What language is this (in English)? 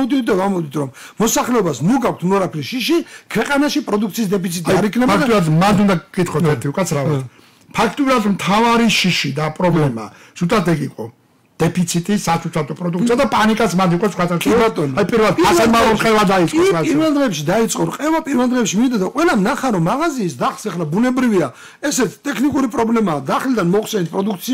Georgian